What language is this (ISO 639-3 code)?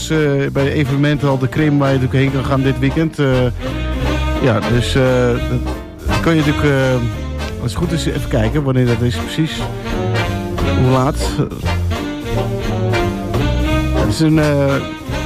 nld